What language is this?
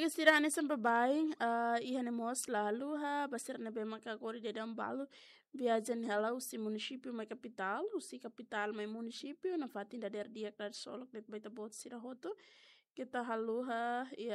Tetum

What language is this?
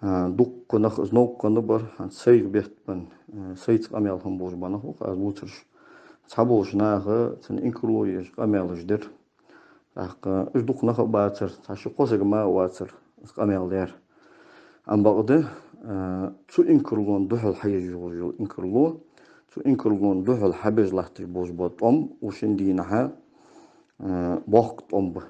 Ingush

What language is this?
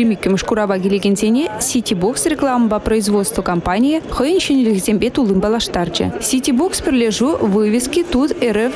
Chuvash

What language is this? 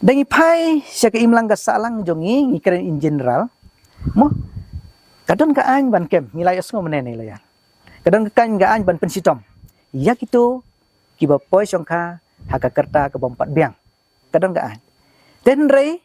Khasi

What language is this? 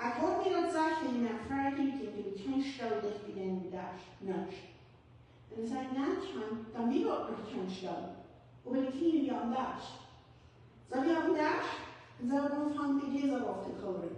Plautdietsch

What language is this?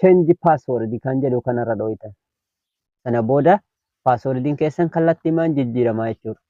Oromo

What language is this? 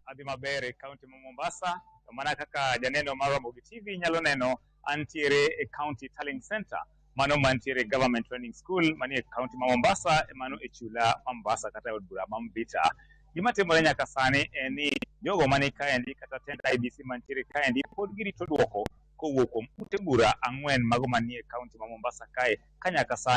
Luo (Kenya and Tanzania)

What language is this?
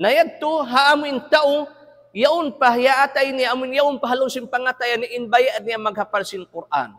Tausug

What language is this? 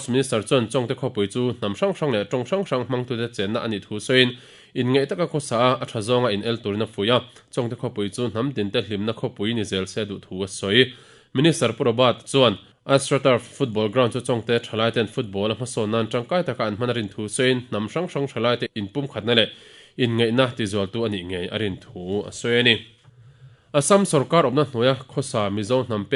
Mizo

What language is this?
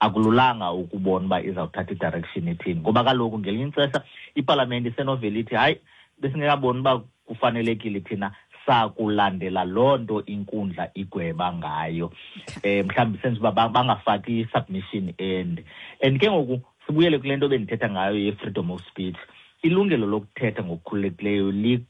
Xhosa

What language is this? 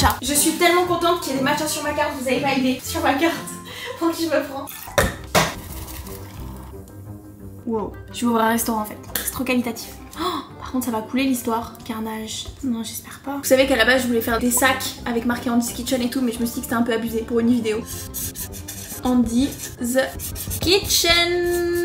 French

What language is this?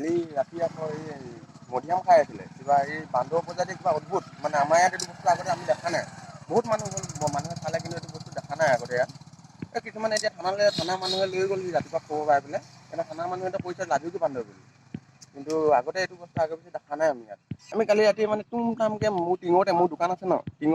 Assamese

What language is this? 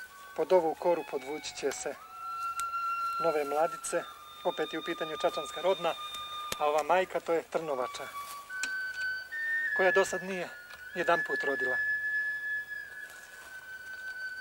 Serbian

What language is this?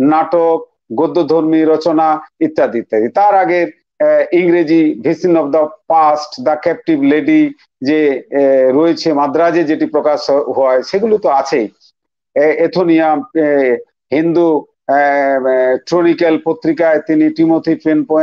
Bangla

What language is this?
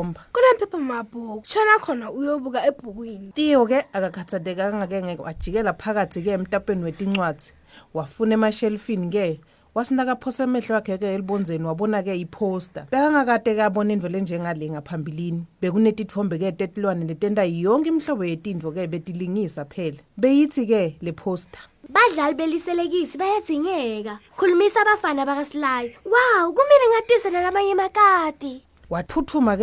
Swati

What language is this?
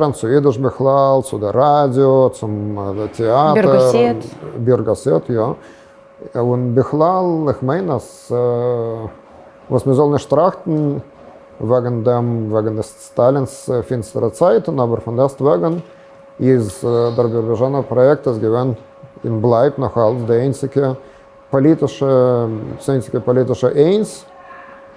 Yiddish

